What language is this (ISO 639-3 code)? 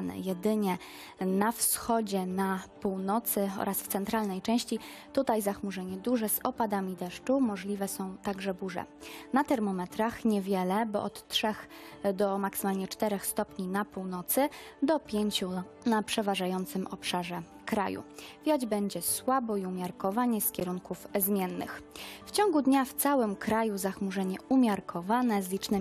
pol